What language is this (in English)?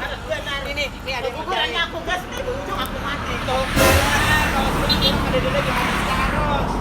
Banjar